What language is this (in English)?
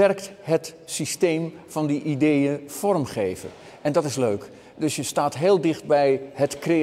Dutch